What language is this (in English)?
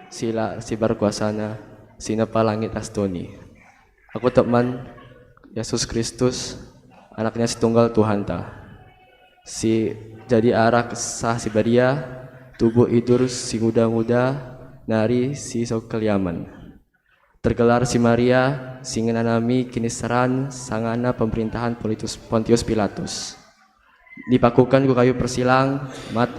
Batak Karo